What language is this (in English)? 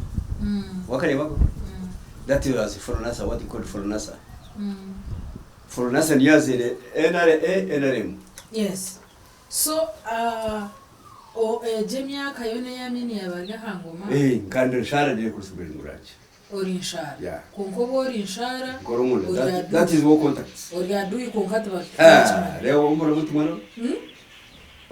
Nyankole